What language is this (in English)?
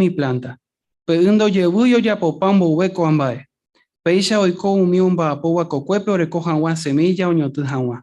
Guarani